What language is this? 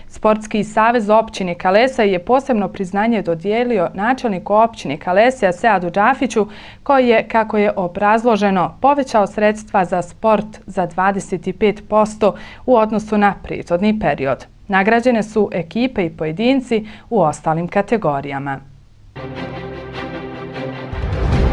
Bosnian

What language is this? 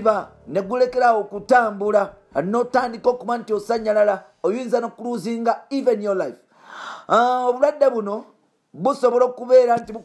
Ganda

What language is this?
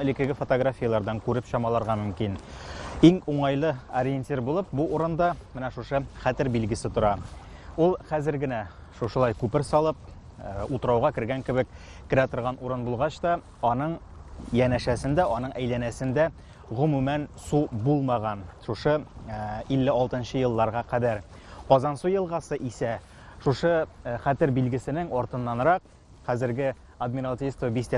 Tatar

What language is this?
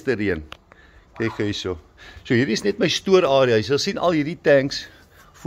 Afrikaans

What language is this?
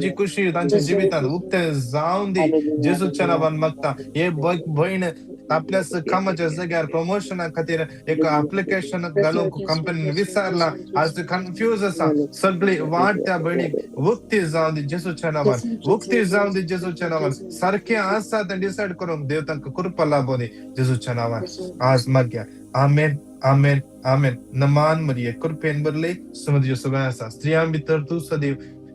Konkani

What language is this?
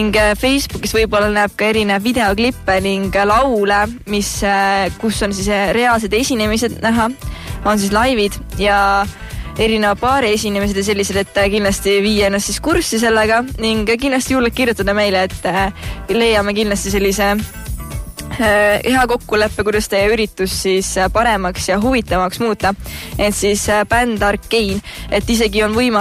Estonian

